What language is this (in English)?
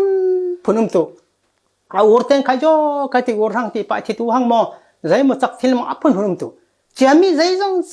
Falam Chin